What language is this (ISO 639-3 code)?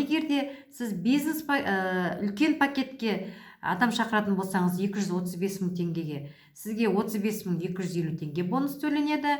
kaz